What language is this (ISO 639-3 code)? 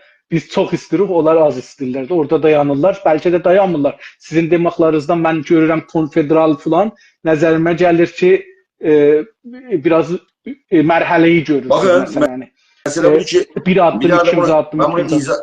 azb